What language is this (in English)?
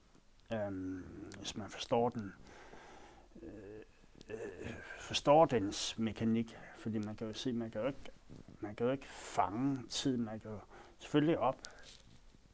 Danish